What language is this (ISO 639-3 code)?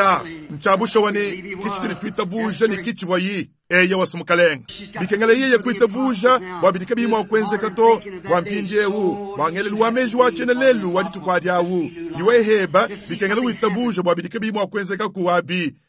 lua